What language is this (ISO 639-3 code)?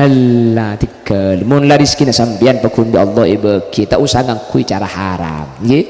mad